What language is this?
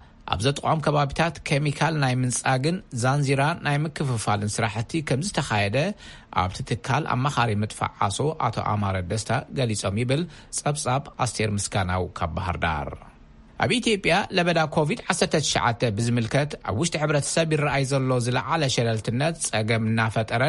Tigrinya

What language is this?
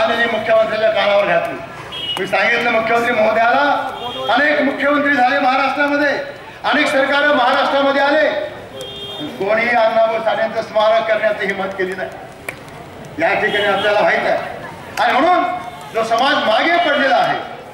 Marathi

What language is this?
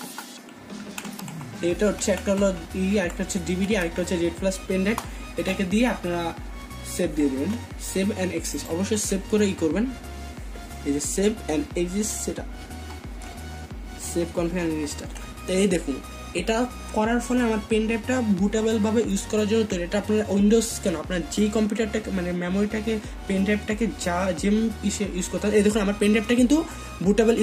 Bangla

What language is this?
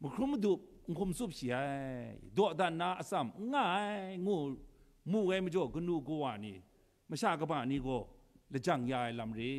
Kachin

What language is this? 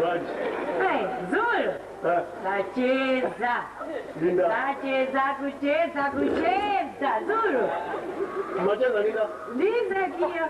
Nyanja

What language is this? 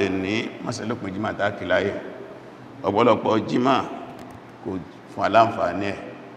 Yoruba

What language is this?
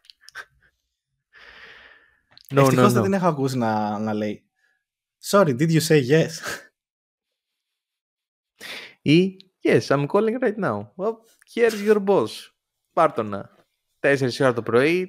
Greek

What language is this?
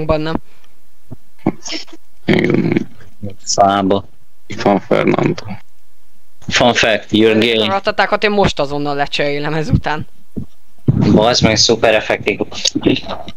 Hungarian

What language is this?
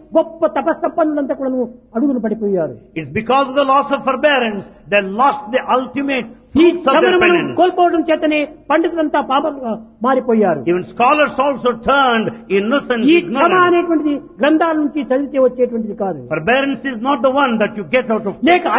Telugu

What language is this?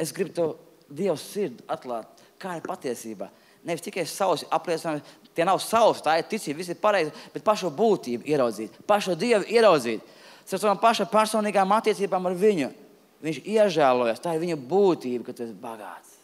Latvian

